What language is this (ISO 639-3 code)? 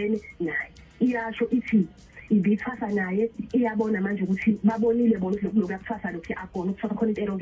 zul